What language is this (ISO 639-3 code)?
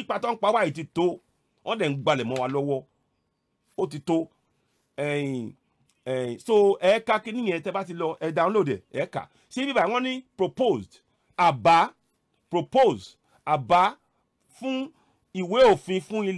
yor